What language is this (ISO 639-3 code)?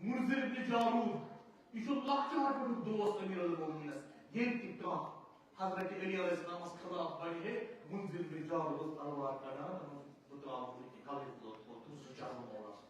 kas